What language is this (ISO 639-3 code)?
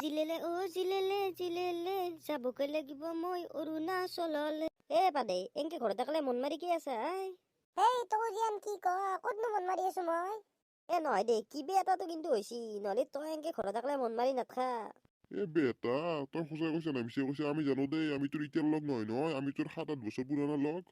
asm